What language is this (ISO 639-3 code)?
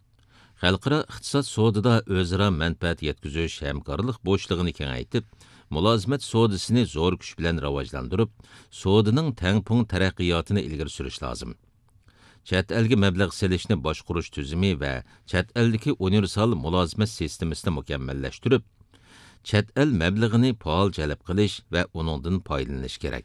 uig